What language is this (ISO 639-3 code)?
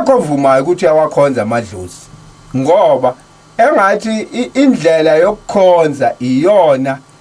zul